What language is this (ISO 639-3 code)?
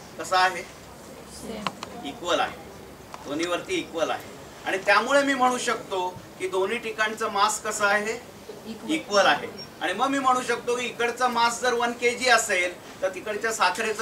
mar